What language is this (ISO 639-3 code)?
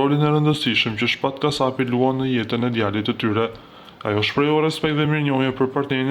sqi